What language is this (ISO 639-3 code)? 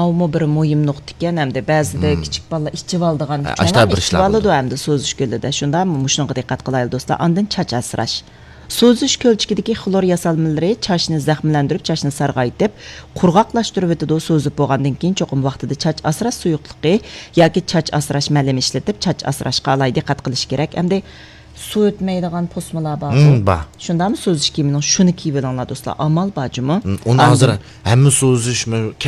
uig